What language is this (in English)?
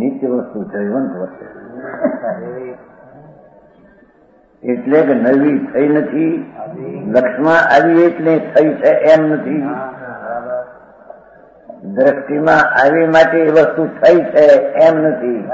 Gujarati